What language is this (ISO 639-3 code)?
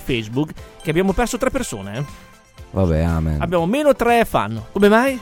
ita